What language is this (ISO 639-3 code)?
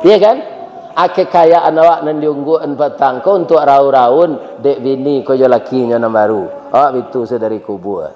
min